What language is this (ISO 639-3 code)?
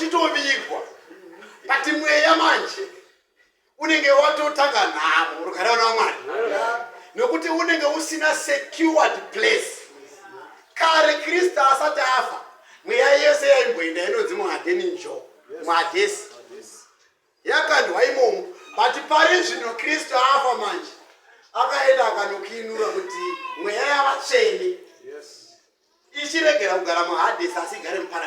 sna